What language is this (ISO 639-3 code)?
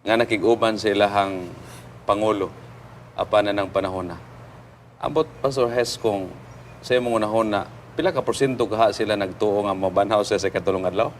ceb